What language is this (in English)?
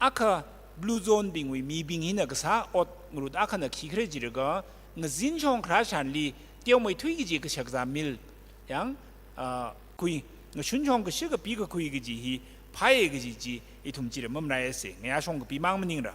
Tangkhul Naga (India)